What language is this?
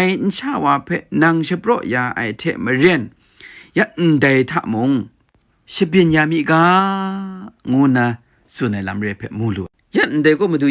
Kachin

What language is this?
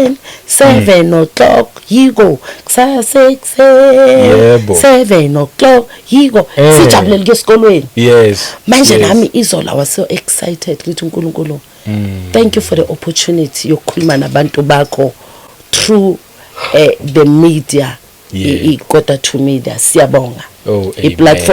Zulu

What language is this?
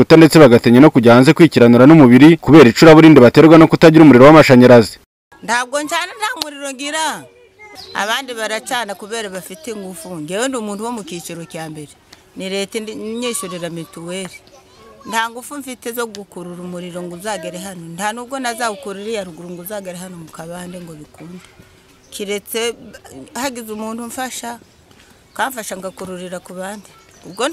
Kinyarwanda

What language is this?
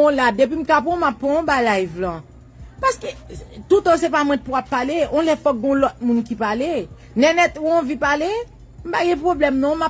Haitian Creole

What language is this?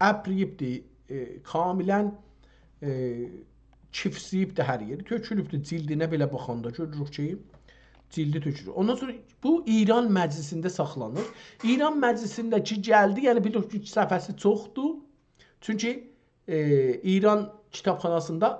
South Azerbaijani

